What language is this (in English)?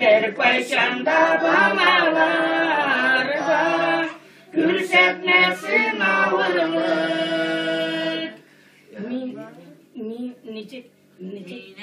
Tatar